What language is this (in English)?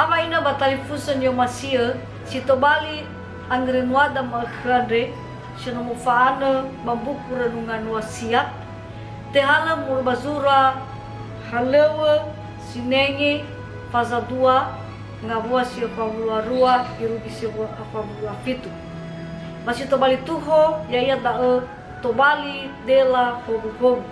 Nias